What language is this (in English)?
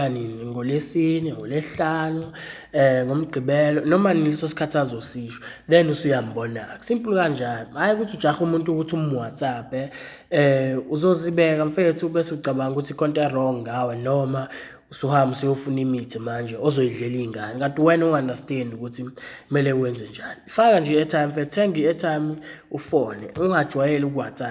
Zulu